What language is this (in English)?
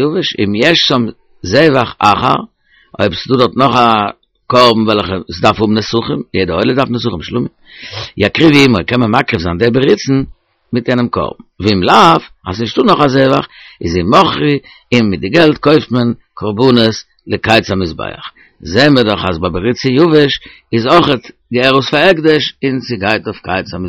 Yiddish